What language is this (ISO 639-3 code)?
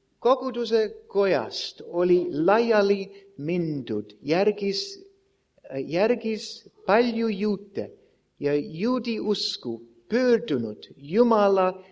est